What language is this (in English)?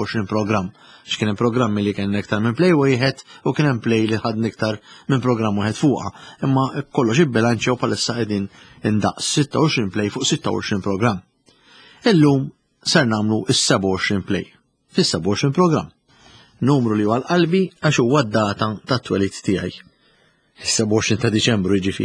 Maltese